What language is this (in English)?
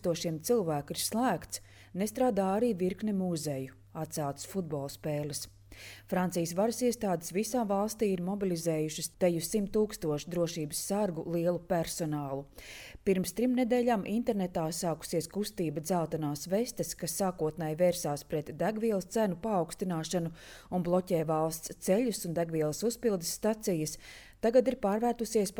Latvian